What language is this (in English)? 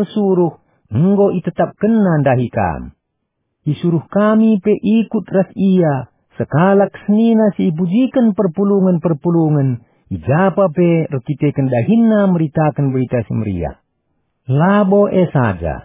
Batak Karo